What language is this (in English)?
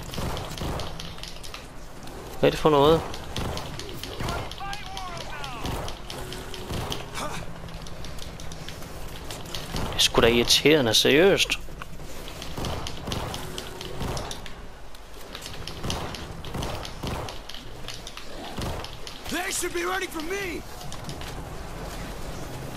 Danish